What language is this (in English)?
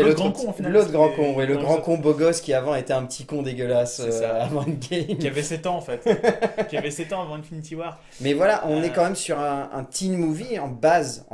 French